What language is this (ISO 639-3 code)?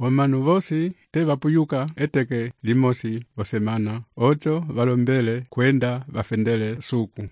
umb